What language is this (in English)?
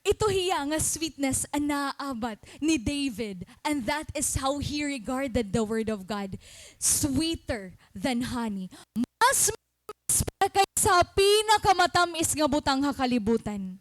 Waray